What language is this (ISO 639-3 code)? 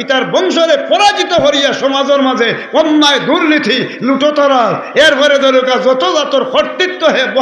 syl